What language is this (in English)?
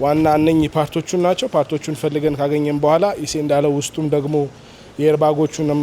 Amharic